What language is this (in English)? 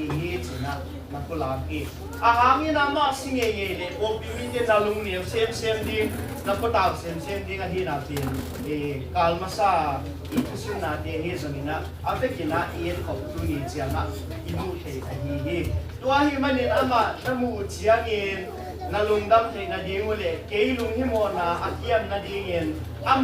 Tedim Chin